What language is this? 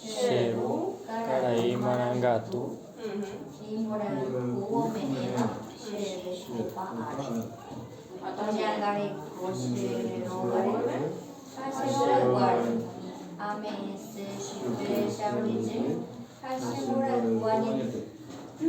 Guarani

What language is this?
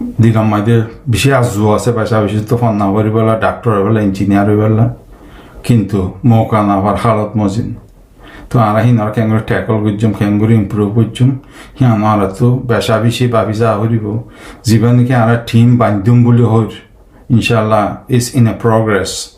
Rohingya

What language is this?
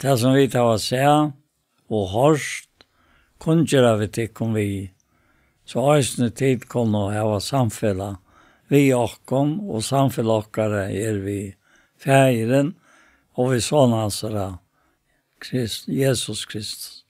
Faroese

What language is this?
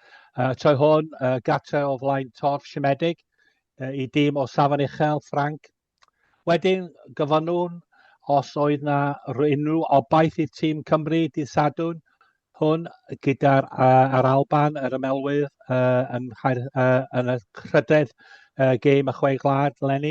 Welsh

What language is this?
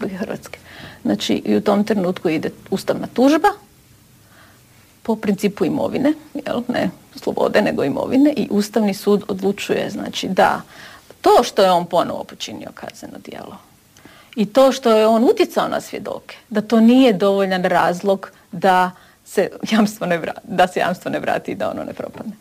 Croatian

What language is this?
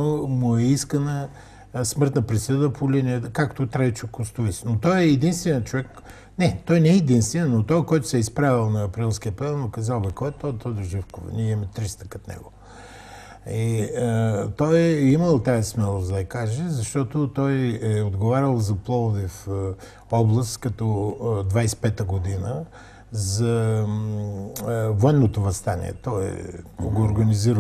Bulgarian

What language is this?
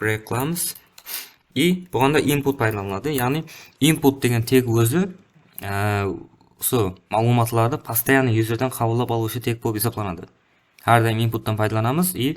Kara-Kalpak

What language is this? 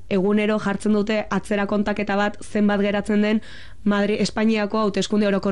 Basque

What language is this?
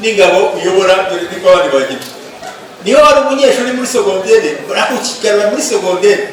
Kinyarwanda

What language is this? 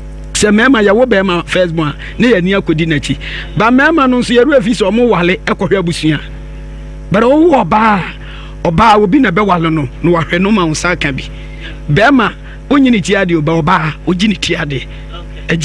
Akan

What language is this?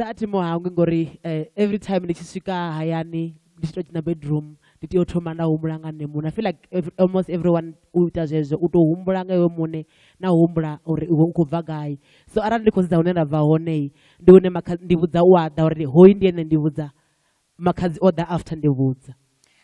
Venda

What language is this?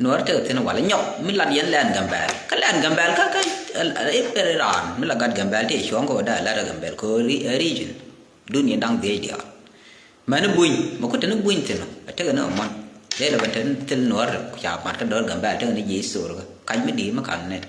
Nuer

